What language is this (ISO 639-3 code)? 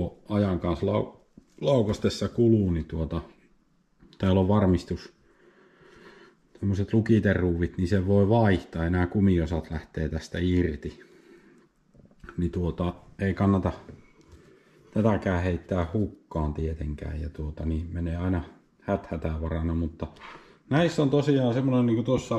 fin